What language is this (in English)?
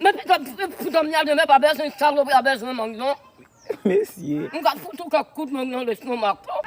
Haitian Creole